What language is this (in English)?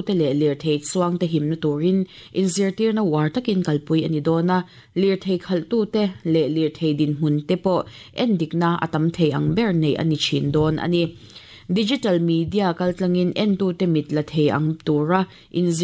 Mizo